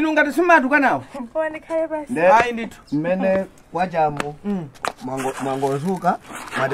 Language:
Nyanja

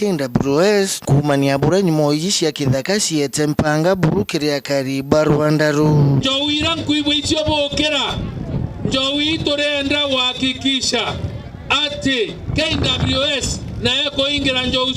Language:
Meru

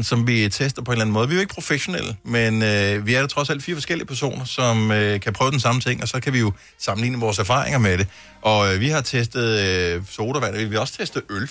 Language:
Danish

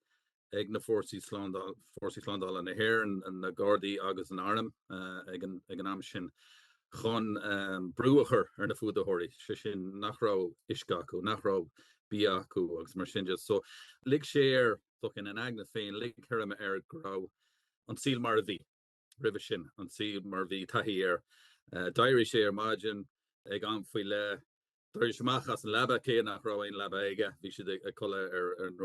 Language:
Irish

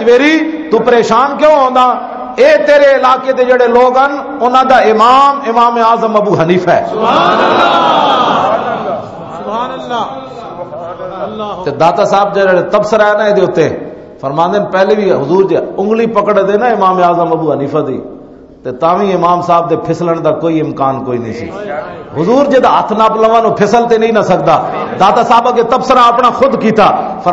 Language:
Western Panjabi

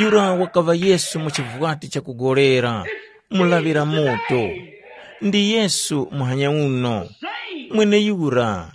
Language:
Tumbuka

